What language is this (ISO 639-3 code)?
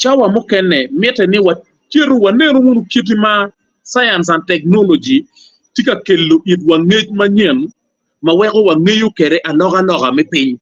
ach